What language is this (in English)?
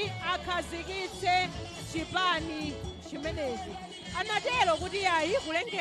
Nyanja